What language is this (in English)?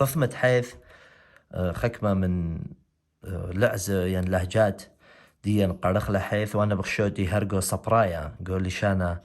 Assyrian Neo-Aramaic